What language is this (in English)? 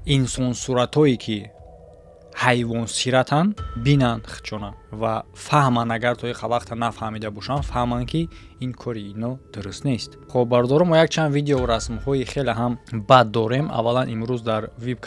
Tajik